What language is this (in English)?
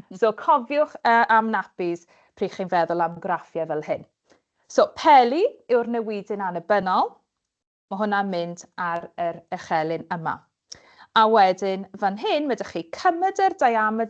Welsh